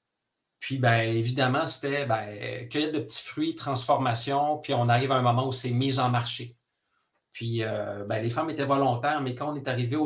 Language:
French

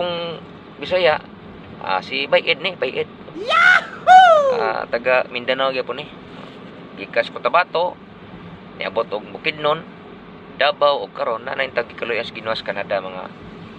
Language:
Cebuano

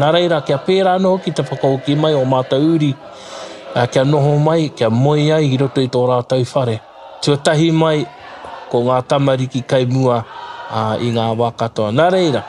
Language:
Māori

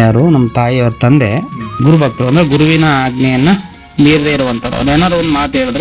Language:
Kannada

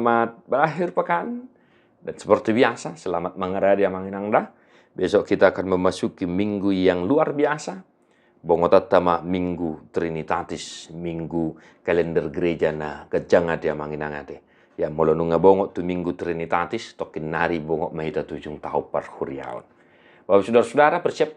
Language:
Batak Toba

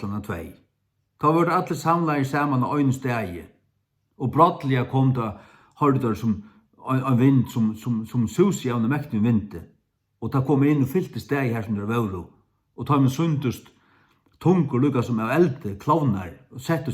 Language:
Faroese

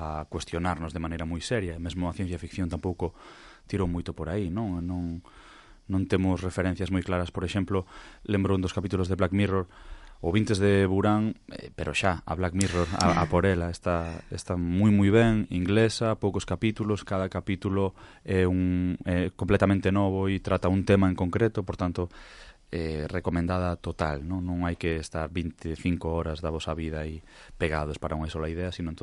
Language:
Galician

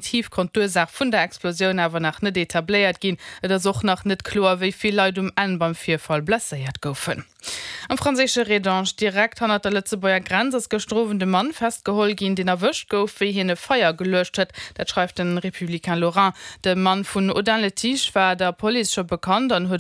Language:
Luxembourgish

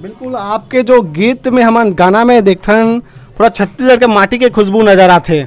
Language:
Chhattisgarhi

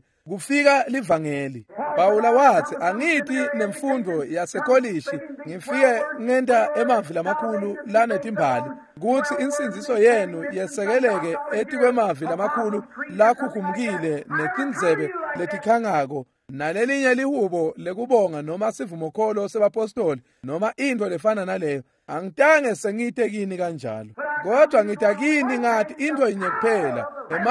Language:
Swati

